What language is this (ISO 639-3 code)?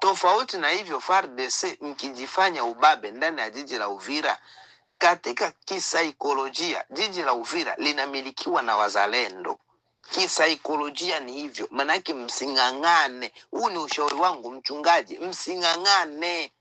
swa